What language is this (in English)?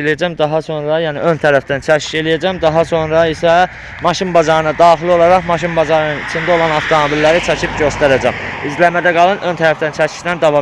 Azerbaijani